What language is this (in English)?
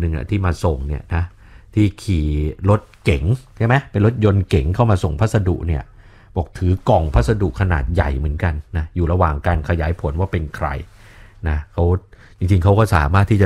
Thai